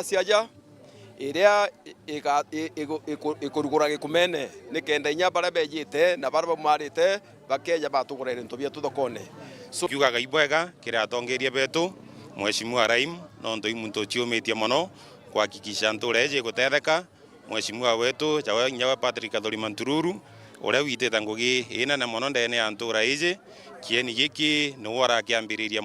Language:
Meru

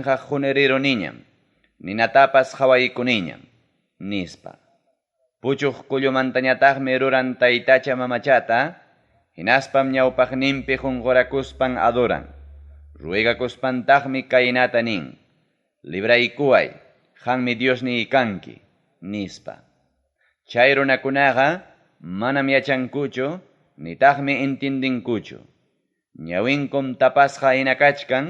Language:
Ayacucho Quechua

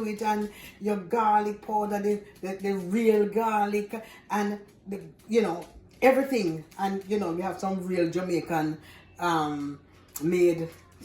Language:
Jamaican Creole English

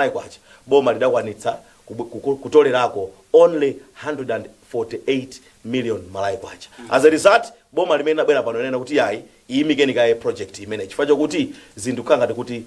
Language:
Nyanja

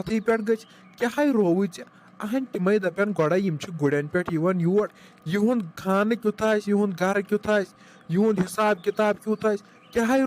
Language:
Kashmiri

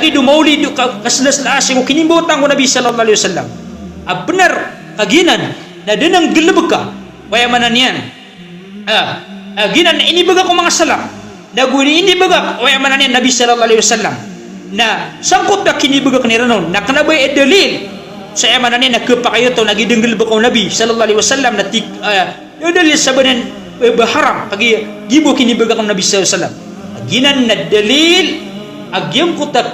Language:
Maranao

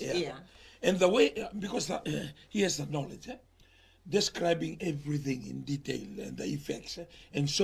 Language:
Fijian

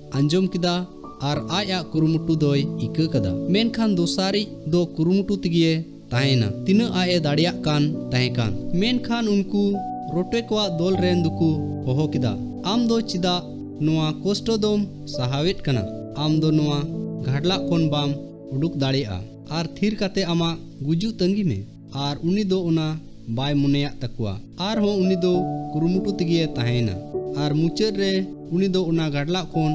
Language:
Santali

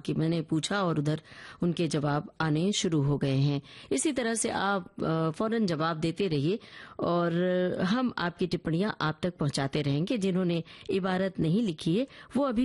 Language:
Hindi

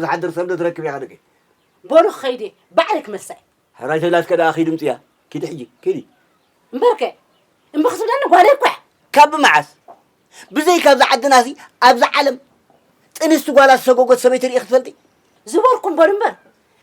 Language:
Tigrinya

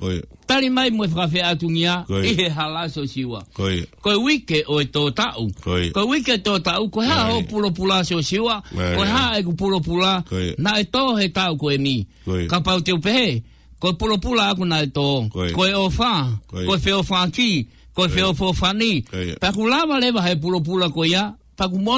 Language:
Tongan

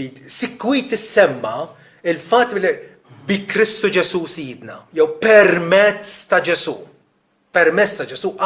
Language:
Maltese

